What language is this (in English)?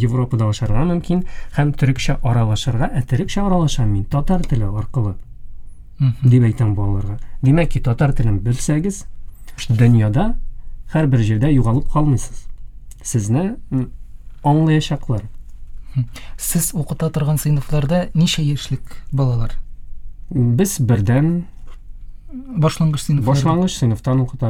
Tatar